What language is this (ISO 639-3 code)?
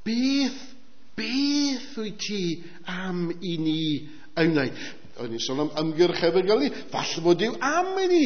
cym